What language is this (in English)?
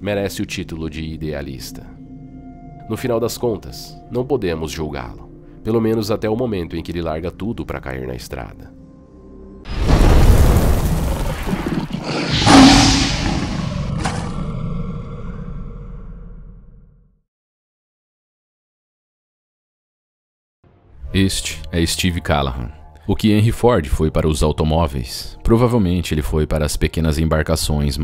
Portuguese